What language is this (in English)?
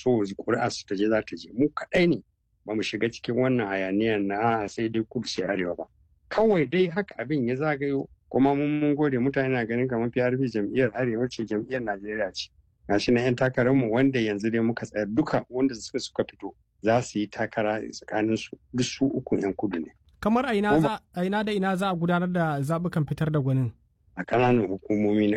Hausa